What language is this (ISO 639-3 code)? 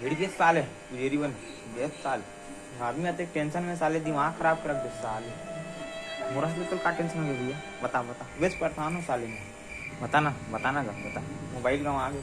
hne